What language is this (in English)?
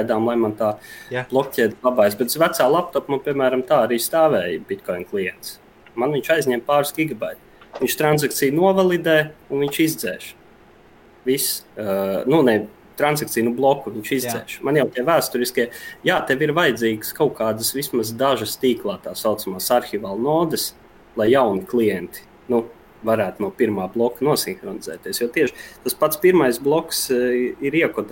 Latvian